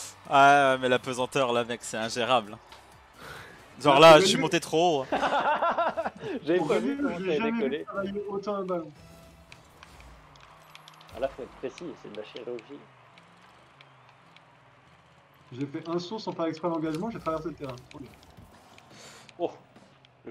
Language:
French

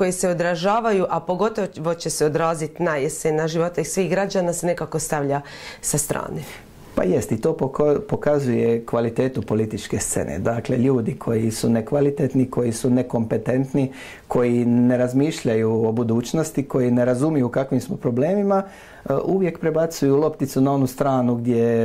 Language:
Croatian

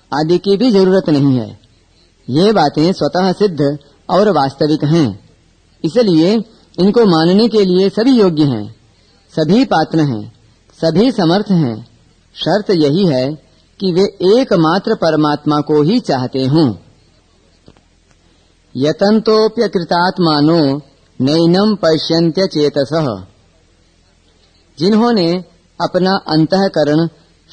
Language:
Hindi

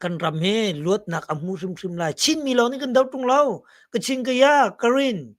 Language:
Hakha Chin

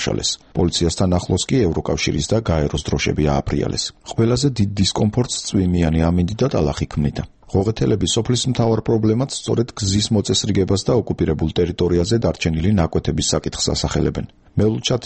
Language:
Georgian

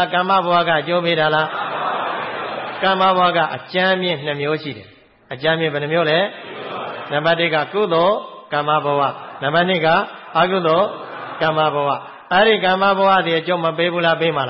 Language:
Burmese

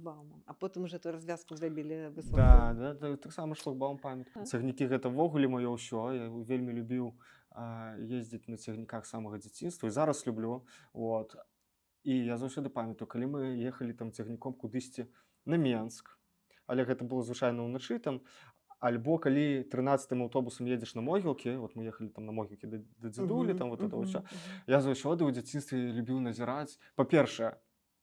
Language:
Belarusian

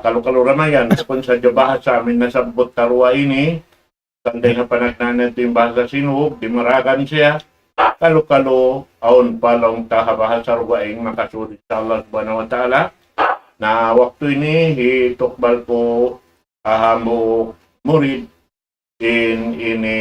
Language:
Tausug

